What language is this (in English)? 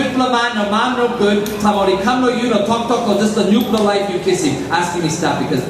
Tok Pisin